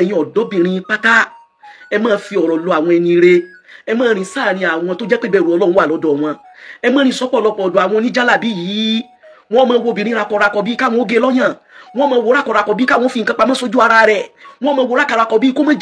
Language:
Yoruba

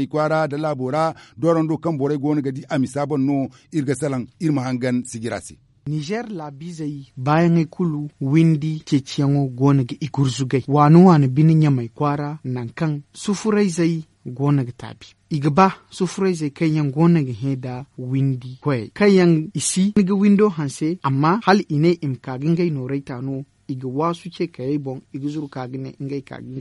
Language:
Zarma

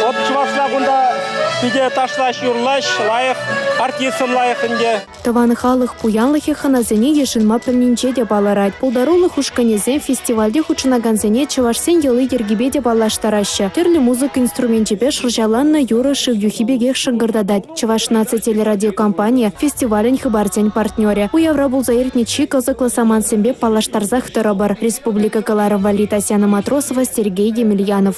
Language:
Chuvash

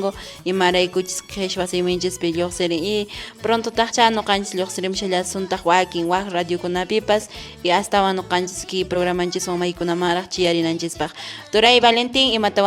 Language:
Quechua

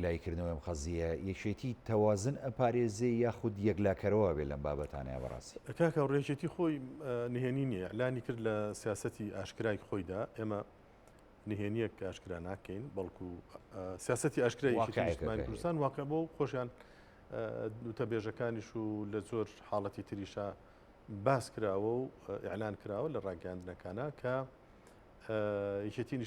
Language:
Central Kurdish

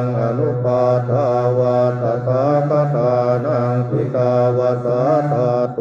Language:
Pali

